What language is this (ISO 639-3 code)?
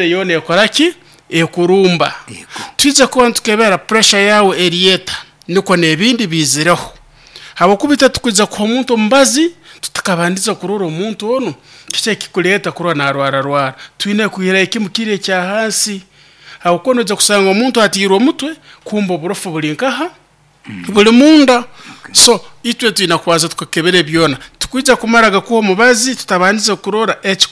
nyo